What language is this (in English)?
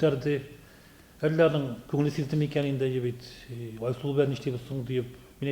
Tatar